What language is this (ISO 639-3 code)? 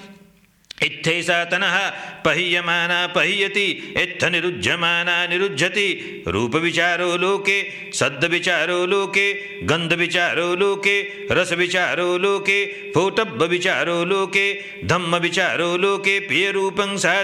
pli